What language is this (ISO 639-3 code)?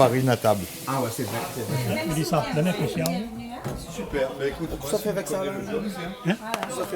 rcf